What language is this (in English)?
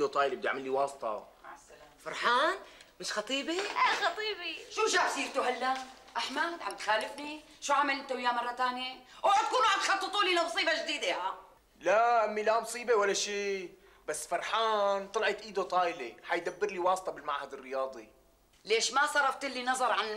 North Levantine Arabic